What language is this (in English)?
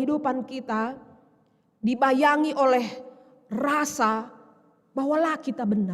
Batak Karo